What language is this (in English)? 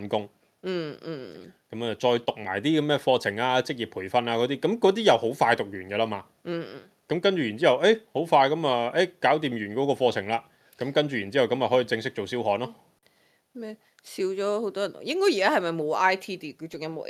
Cantonese